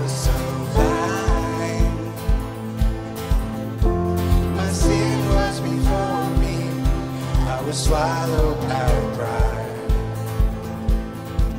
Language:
Afrikaans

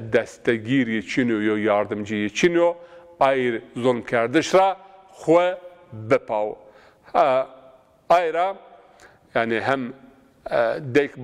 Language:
Zaza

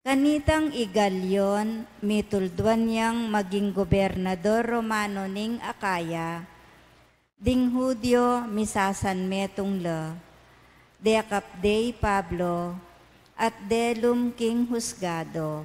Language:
Pampanga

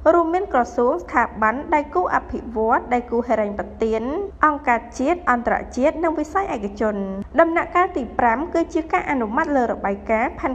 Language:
Khmer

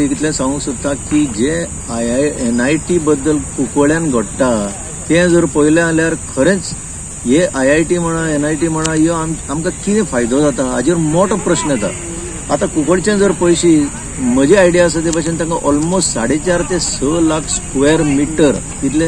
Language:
Konkani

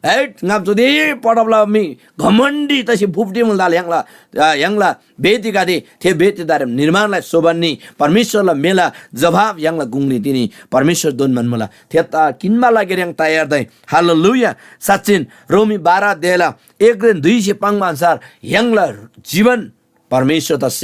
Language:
Eastern Tamang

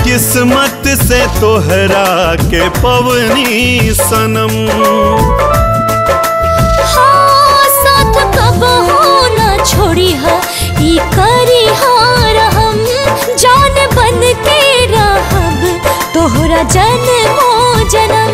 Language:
Bhojpuri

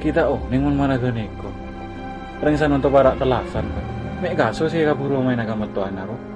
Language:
Madurese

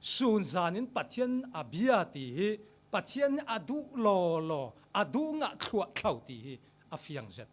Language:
Falam Chin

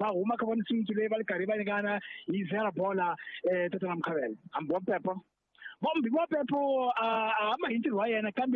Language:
Tsonga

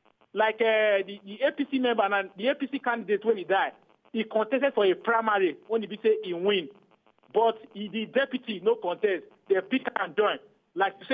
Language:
Nigerian Pidgin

